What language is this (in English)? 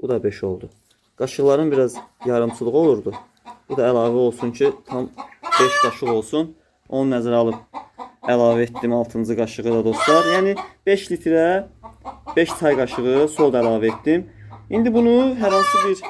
Azerbaijani